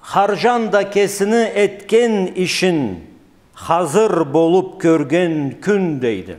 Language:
Karachay-Balkar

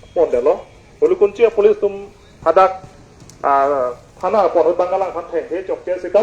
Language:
Karbi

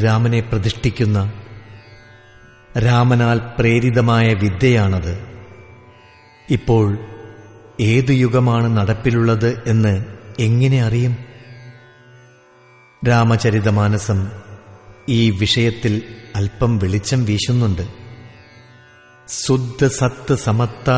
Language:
Malayalam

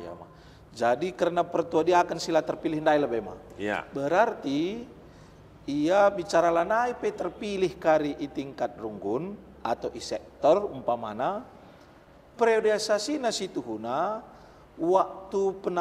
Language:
Batak Karo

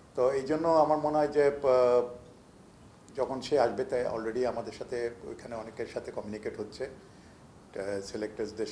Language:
Bangla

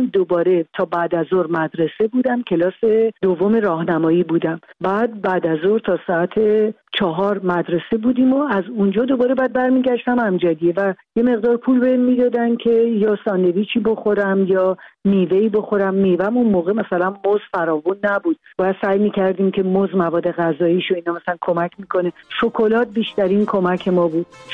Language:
Persian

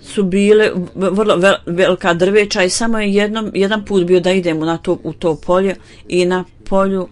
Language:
Bosnian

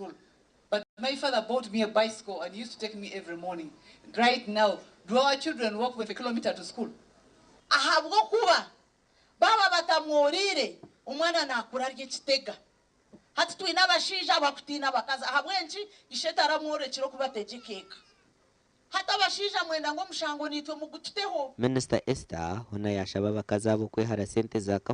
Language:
Nyankole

